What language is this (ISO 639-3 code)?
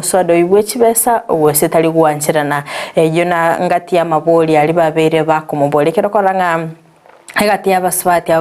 guz